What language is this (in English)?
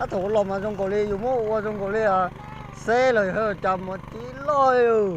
Hmong